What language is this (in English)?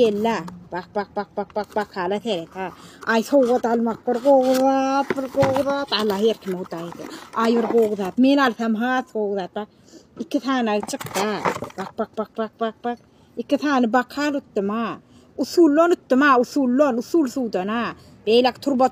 Turkmen